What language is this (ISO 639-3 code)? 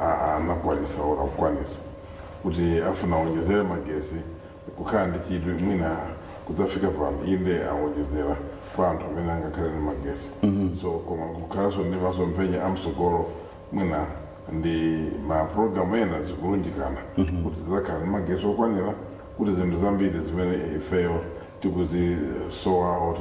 nya